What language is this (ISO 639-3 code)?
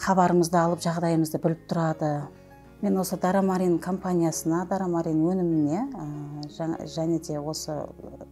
kaz